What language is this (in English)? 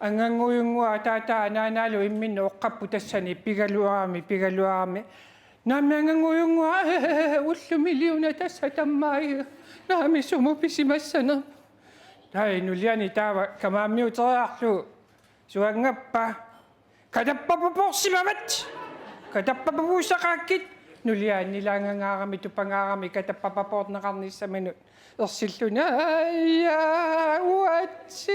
Kalaallisut